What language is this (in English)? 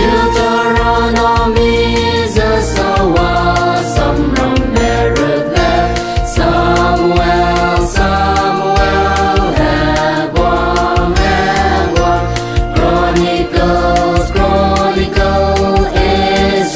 Naga Pidgin